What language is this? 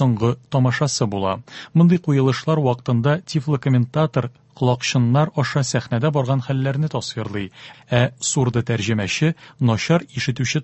Tatar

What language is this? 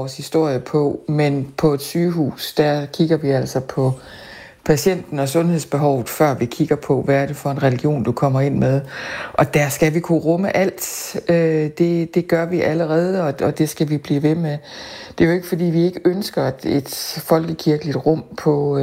Danish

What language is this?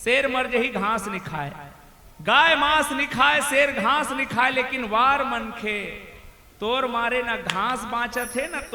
Chhattisgarhi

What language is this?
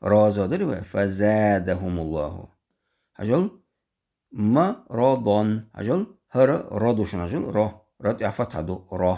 Chechen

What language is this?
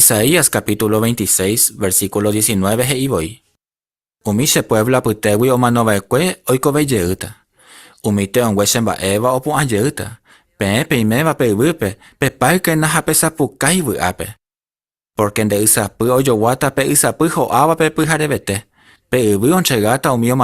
Guarani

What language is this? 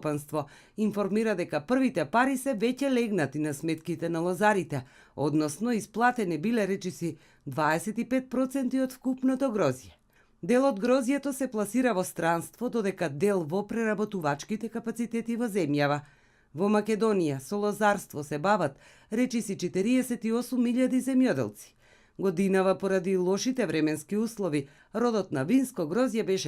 Macedonian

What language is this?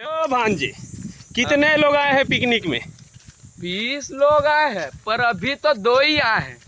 Chhattisgarhi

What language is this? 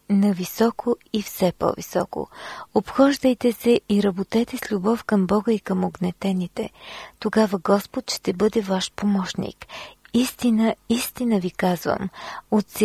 Bulgarian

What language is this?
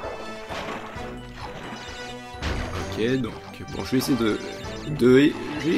French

